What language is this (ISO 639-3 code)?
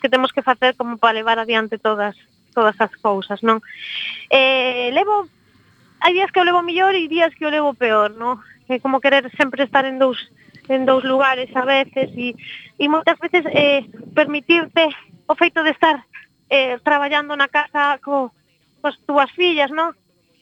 glg